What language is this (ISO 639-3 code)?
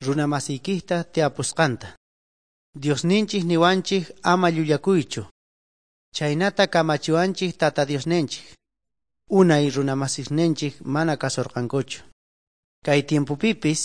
quh